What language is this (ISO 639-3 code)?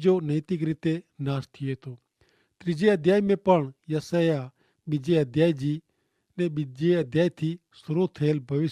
kfr